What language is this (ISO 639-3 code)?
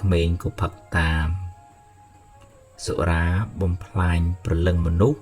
khm